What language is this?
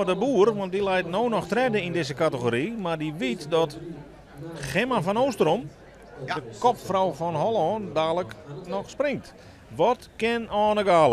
Western Frisian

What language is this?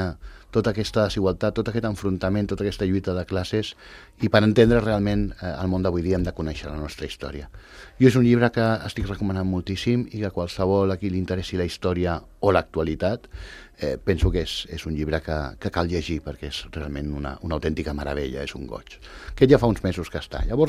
Catalan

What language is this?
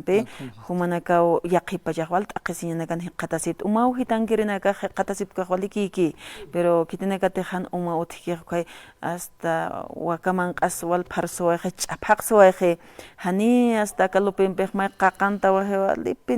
Aymara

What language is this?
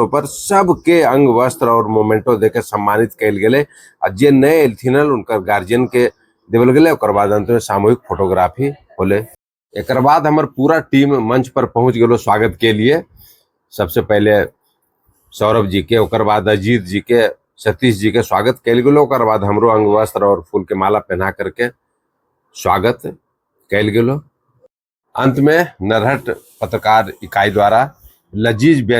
Magahi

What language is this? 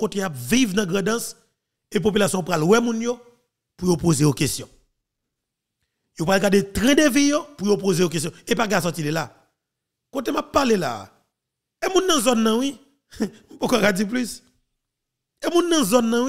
Haitian Creole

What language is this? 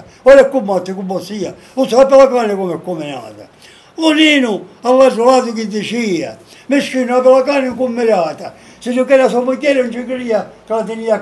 Sicilian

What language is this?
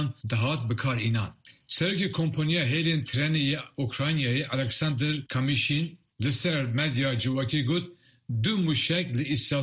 Kurdish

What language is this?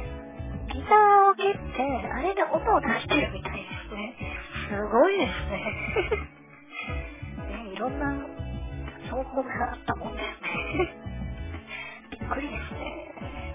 Japanese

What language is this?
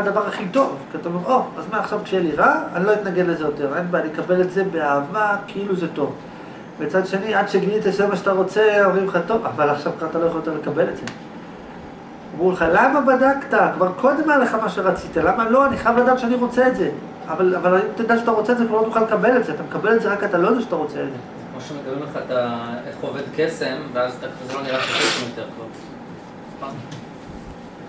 Hebrew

